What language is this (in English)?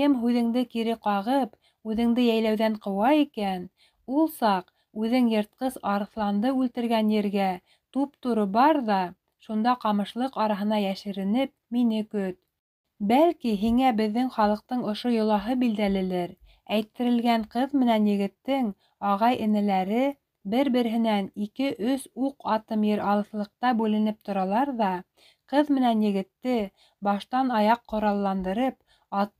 Bashkir